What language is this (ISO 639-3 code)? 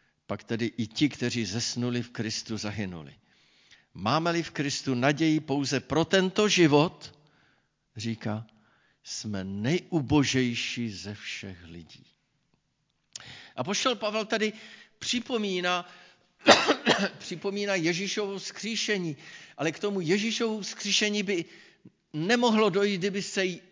ces